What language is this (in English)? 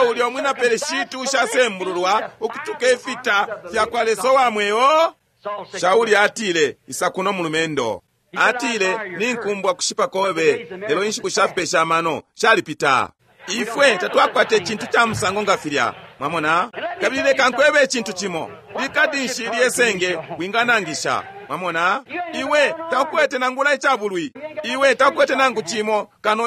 Bemba